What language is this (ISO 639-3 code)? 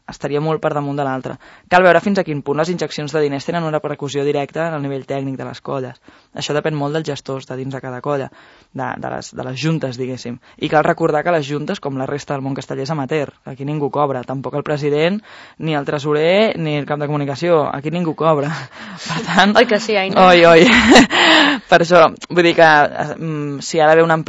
cat